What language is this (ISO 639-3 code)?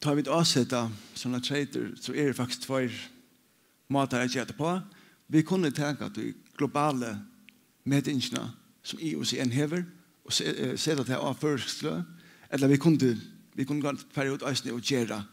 fao